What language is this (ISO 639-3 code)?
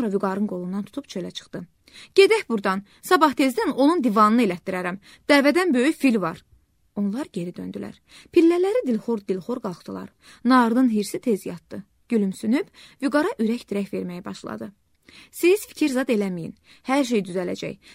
aze